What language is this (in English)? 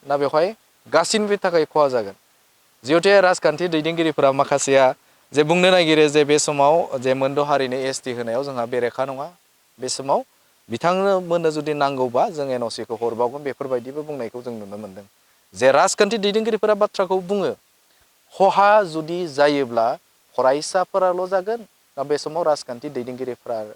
Bodo